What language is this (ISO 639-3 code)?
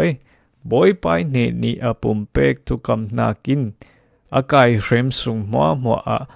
cfm